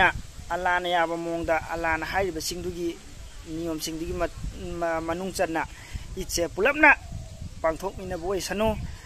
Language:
Manipuri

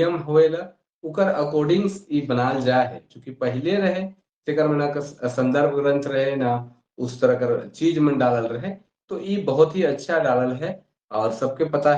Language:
Sadri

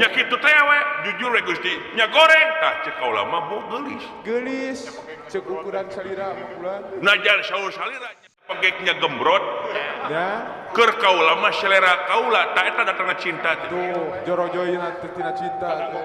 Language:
Sundanese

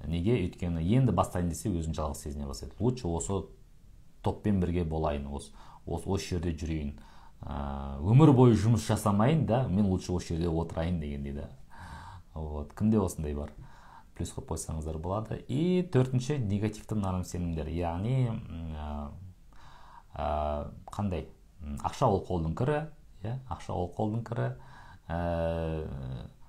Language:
Kazakh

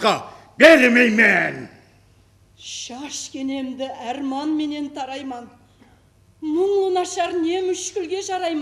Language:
Kara-Kalpak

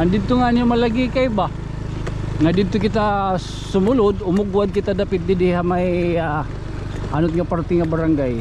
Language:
Waray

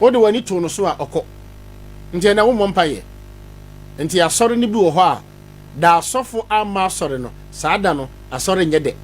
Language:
Akan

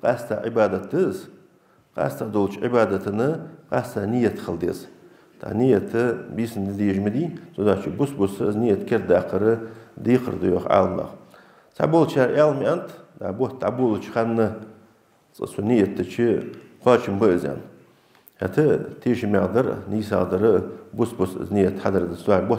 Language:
Ingush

